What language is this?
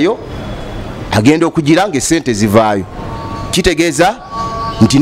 Ganda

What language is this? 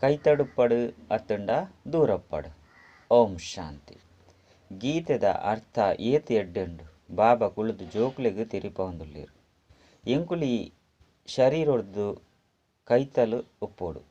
Tulu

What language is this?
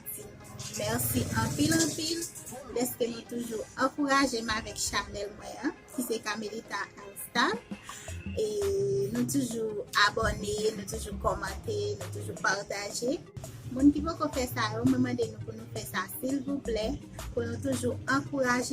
Haitian Creole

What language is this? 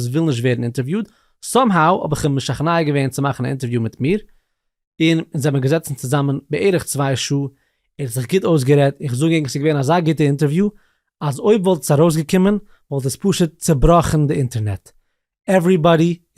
Yiddish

